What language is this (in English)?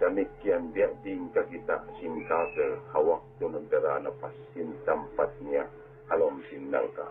Tausug